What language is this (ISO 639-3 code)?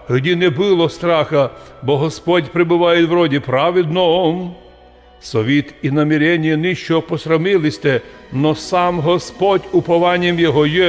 rue